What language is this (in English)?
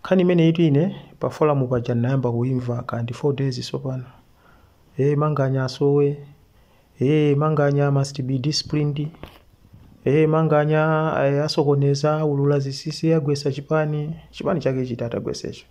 Nyanja